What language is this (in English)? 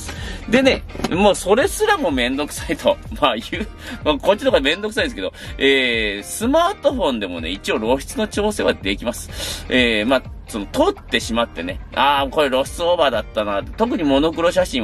Japanese